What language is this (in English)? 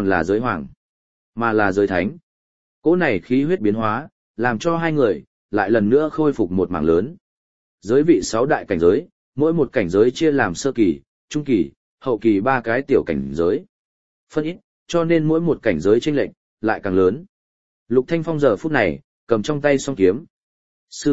Vietnamese